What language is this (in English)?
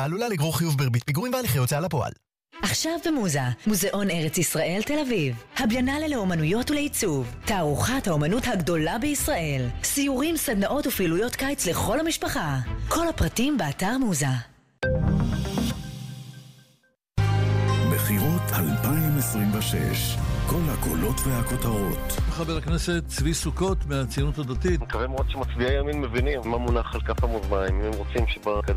Hebrew